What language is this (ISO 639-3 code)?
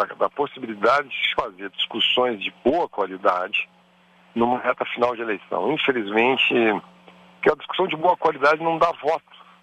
por